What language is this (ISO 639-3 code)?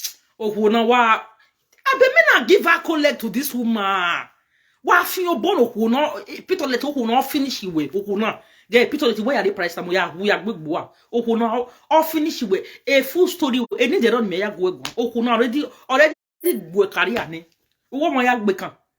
pcm